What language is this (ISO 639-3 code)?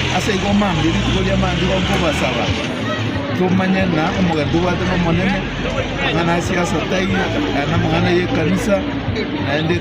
guz